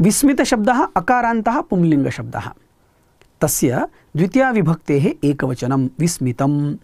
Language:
Sanskrit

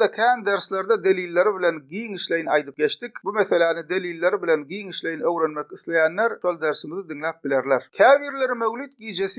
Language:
Turkmen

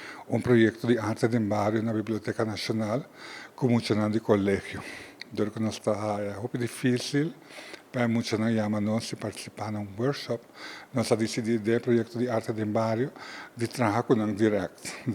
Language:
Papiamento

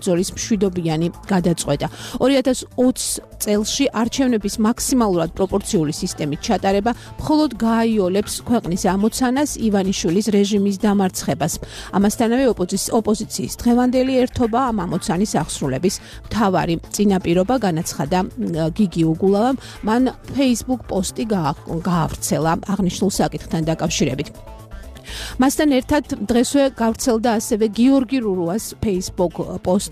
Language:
Georgian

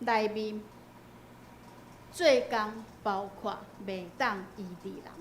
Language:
Min Nan Chinese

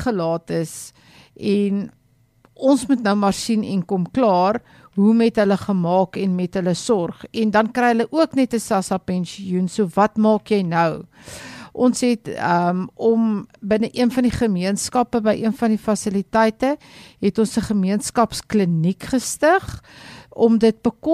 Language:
Afrikaans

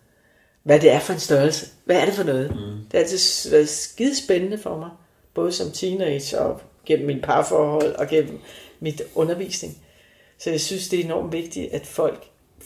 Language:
Danish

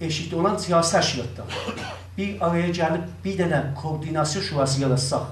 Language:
South Azerbaijani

